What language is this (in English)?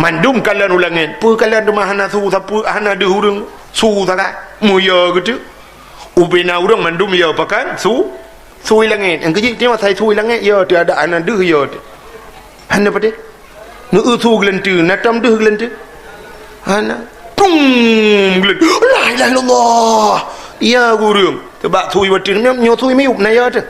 Achinese